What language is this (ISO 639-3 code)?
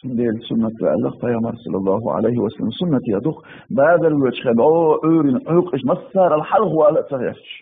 che